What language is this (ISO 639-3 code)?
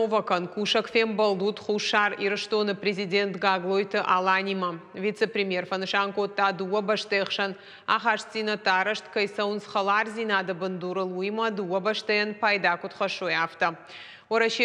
oss